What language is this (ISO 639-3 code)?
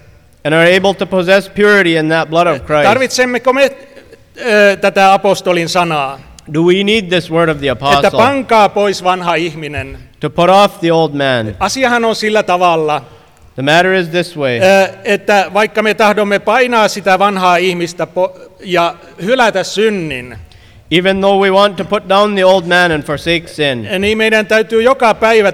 fin